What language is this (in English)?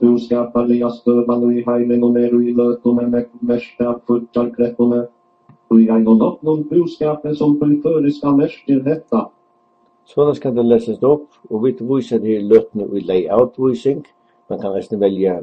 Faroese